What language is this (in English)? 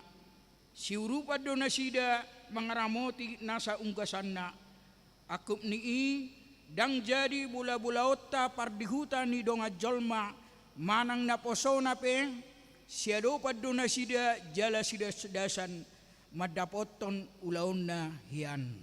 Batak Toba